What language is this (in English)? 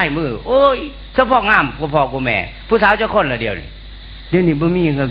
Northeastern Thai